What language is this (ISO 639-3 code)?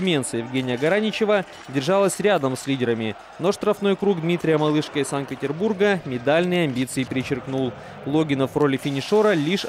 rus